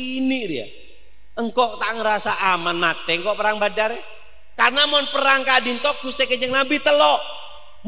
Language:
Madurese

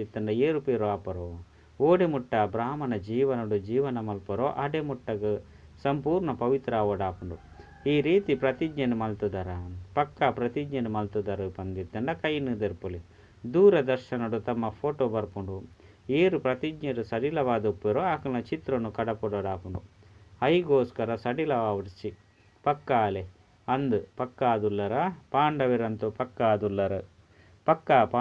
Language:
Tulu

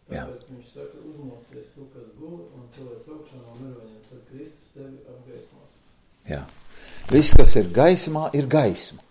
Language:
Latvian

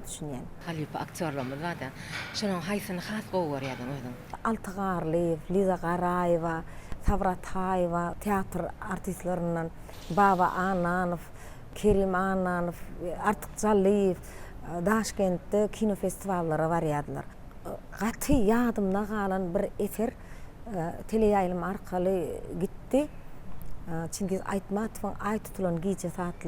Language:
Turkmen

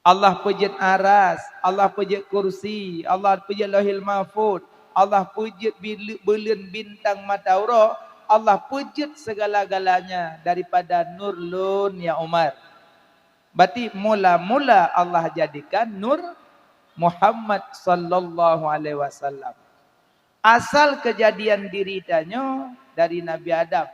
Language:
Achinese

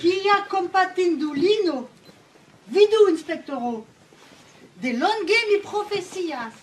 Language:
Esperanto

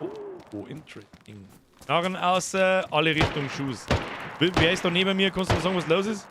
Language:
Bavarian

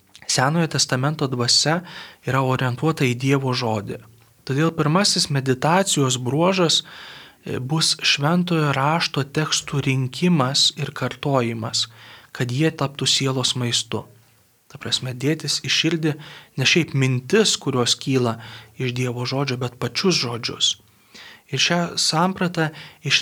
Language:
Lithuanian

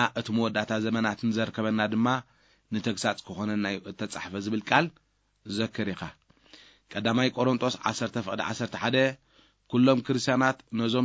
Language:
Tigrinya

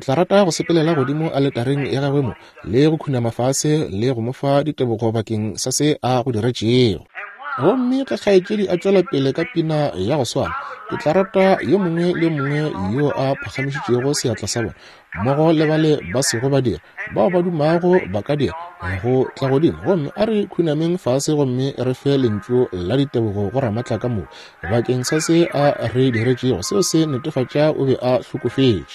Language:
Northern Sotho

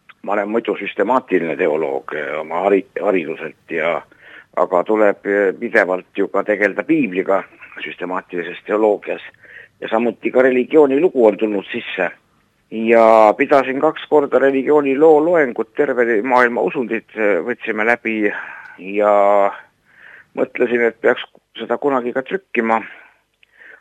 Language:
Estonian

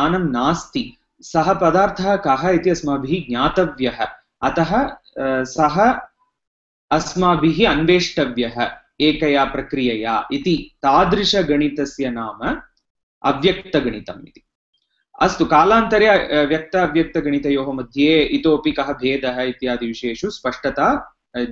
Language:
Sanskrit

